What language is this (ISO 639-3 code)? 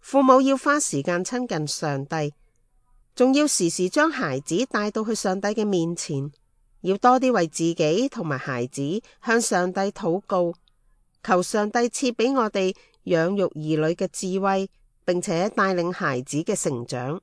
yue